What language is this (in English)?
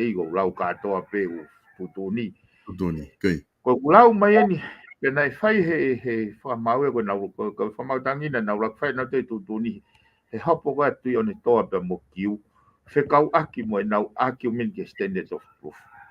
Tongan